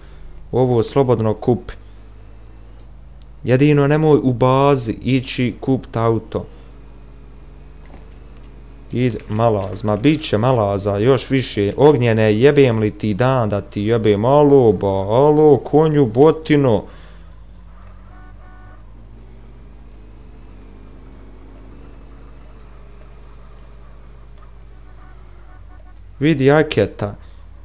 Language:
Bosnian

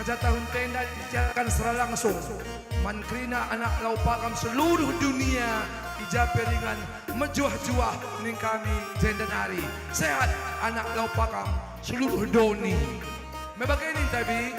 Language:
Batak Karo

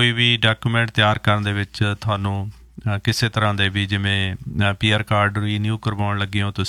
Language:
Punjabi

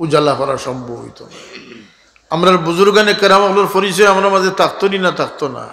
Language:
Sylheti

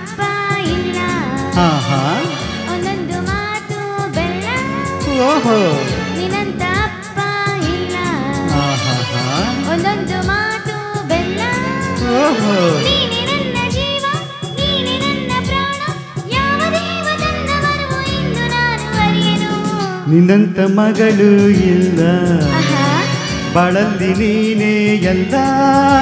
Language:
Kannada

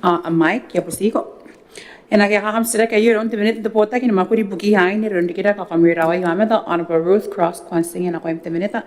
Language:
Gilbertese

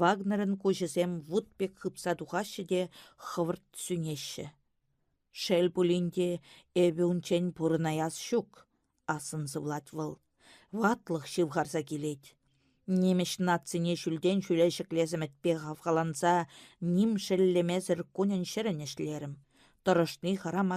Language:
Chuvash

